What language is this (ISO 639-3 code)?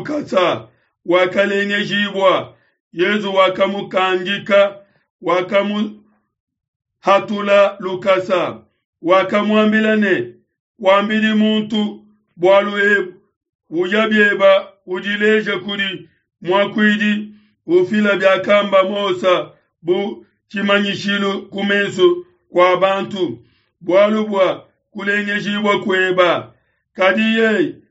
lua